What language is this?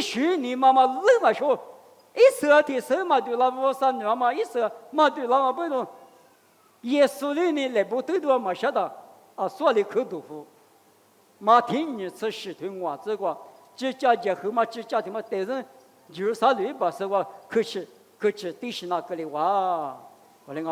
Lisu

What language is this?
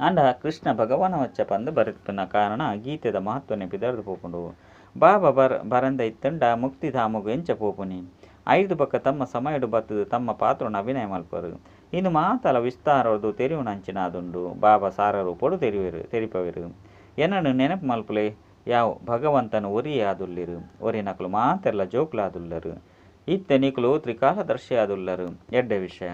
Tulu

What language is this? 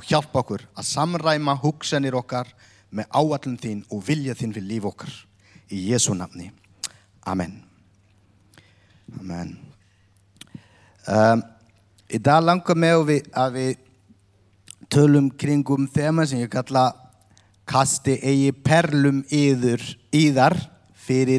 Icelandic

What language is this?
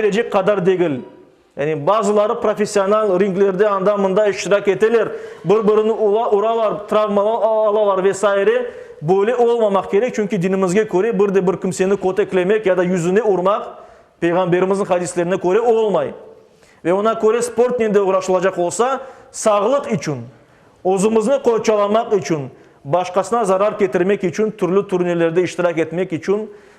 Crimean Tatar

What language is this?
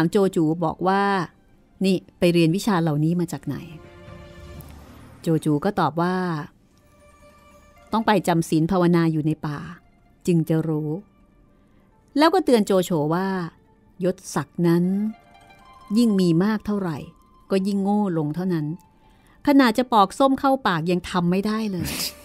Thai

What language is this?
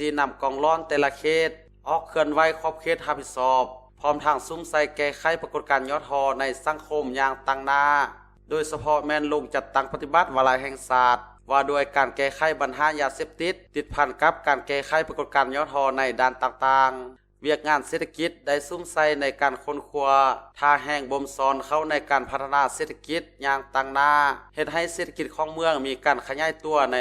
Lao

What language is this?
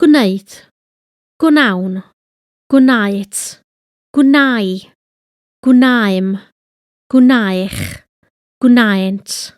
Welsh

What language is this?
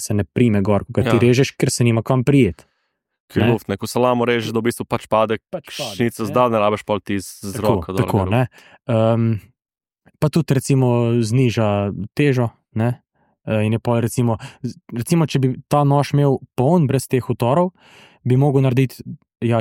Slovenian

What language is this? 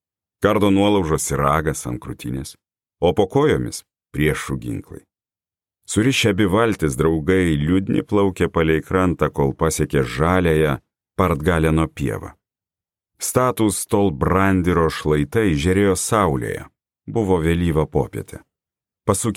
Lithuanian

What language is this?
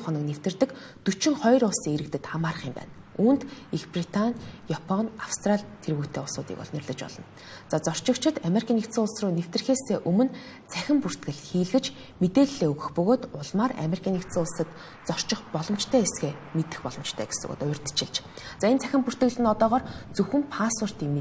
Mongolian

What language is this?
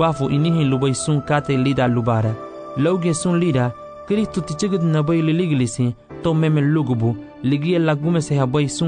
Garifuna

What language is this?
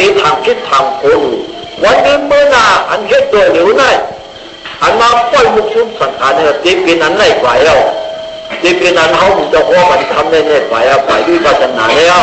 Shan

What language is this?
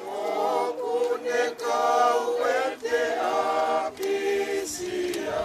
Tongan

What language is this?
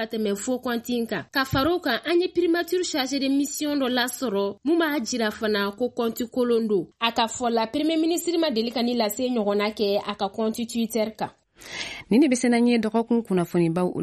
Bambara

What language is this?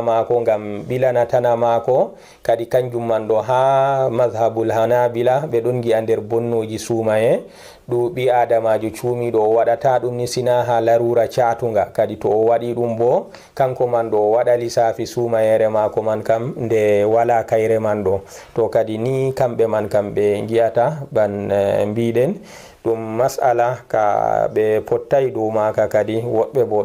Fula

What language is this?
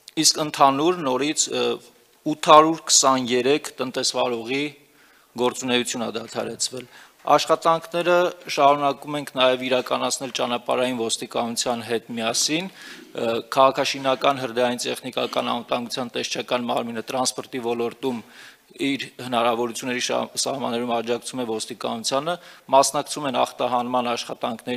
Armenian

